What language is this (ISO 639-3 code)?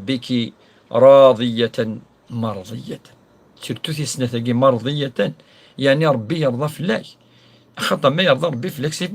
kab